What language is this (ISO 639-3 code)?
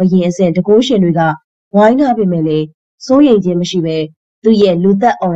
mya